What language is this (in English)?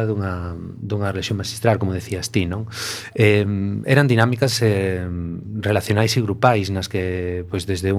Galician